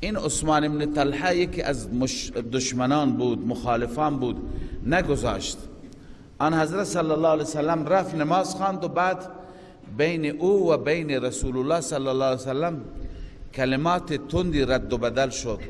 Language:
Persian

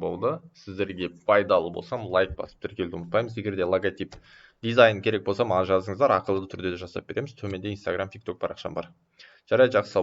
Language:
Kazakh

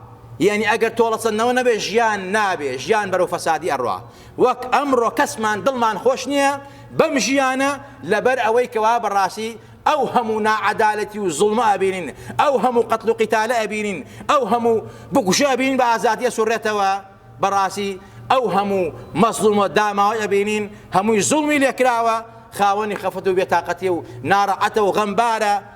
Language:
Central Kurdish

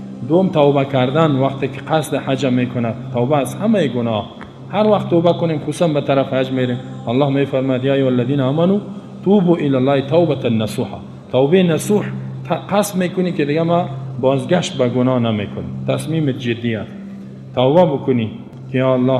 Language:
Persian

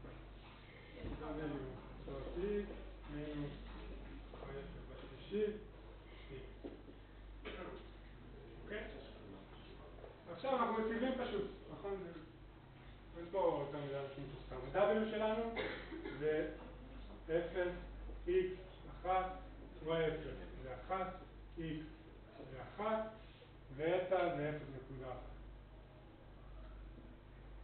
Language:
Hebrew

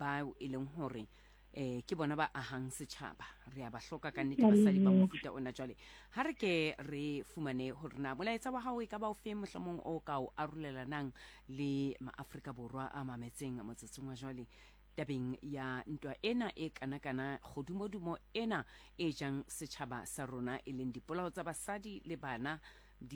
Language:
Southern Sotho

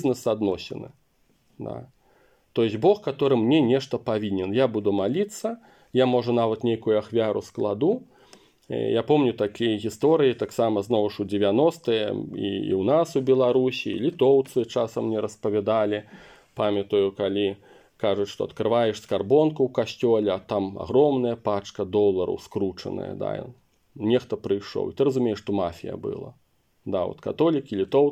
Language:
Belarusian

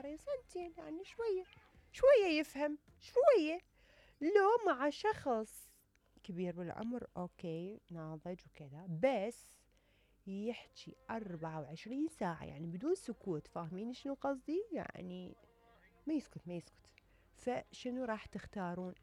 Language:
Mesopotamian Arabic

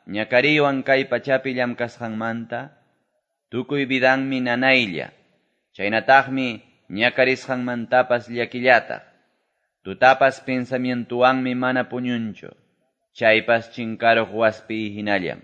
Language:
Quechua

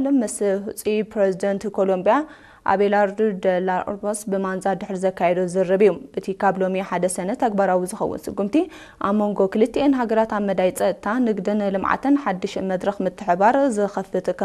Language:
Tigrinya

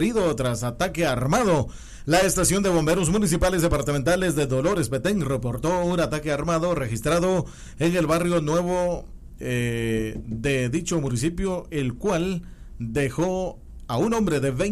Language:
Spanish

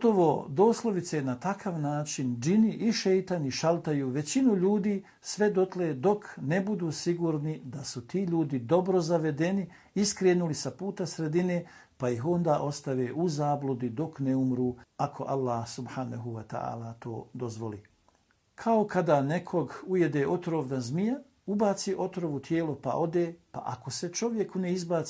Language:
Bosnian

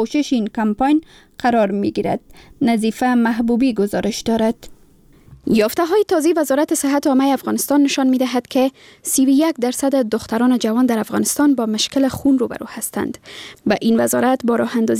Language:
Persian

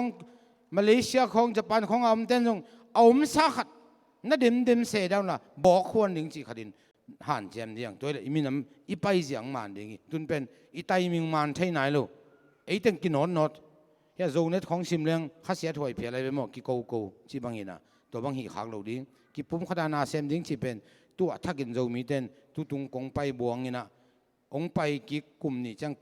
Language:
Tedim Chin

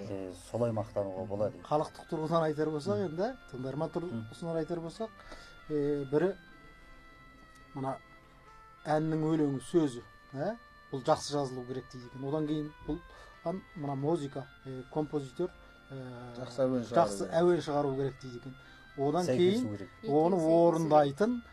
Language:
Kazakh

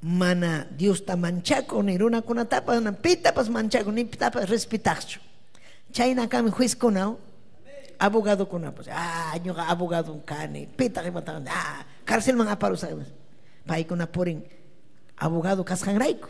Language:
Ayacucho Quechua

